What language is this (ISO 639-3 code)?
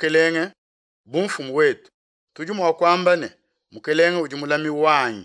lua